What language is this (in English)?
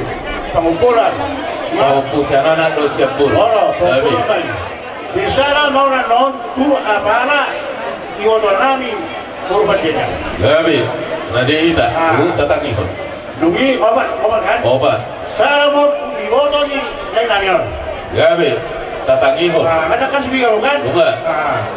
Batak Toba